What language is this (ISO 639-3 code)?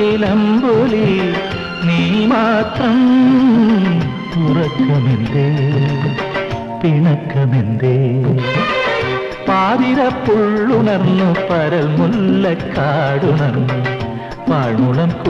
mal